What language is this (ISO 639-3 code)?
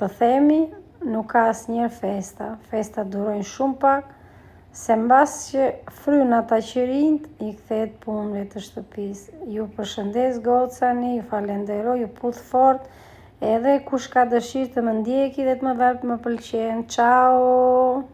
sqi